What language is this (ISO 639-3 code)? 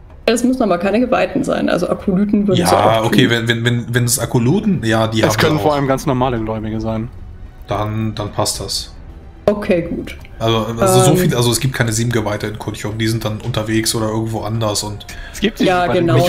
deu